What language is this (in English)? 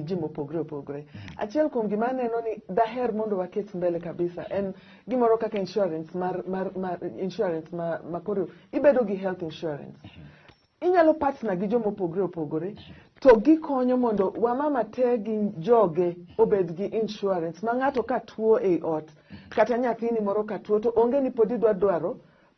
Luo (Kenya and Tanzania)